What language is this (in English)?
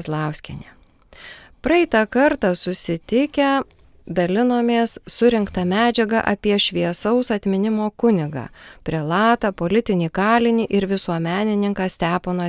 Lithuanian